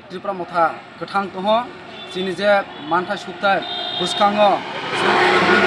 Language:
Kok Borok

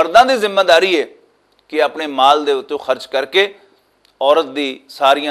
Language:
Western Panjabi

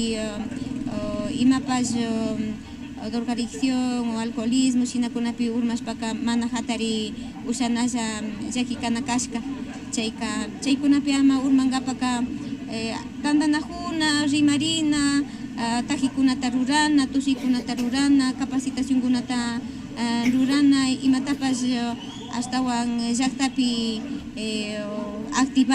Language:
Imbabura Highland Quichua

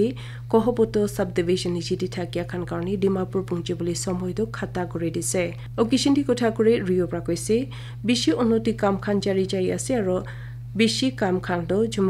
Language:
Naga Pidgin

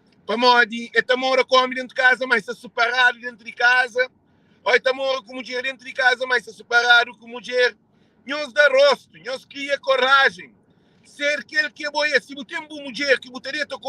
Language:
Kabuverdianu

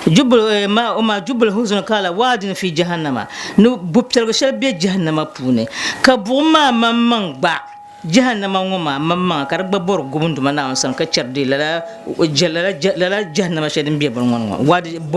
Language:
Dagbani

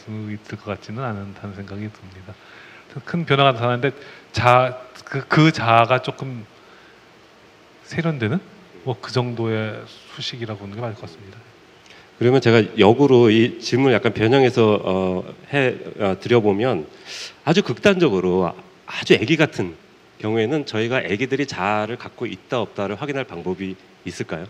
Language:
Korean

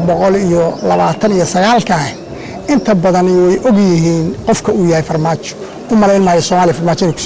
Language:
Somali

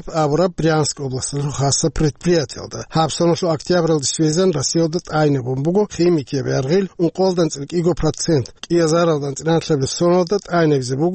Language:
Avaric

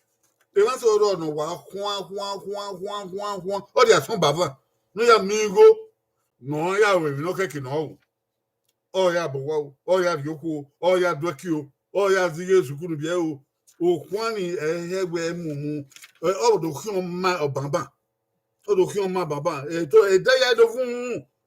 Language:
Bini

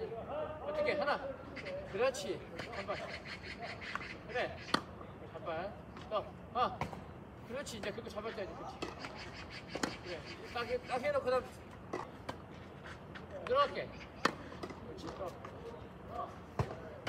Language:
Korean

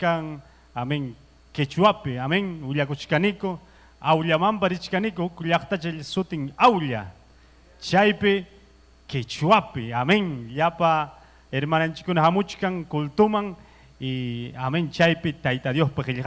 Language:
Ayacucho Quechua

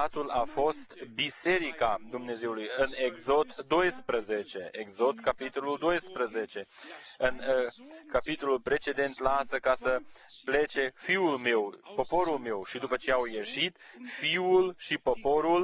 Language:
Romanian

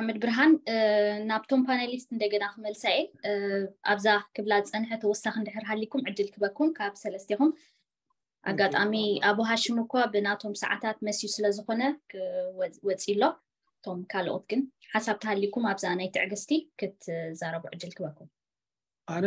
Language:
Tigrinya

